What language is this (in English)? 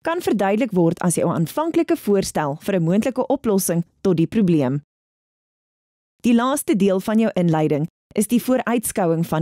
Afrikaans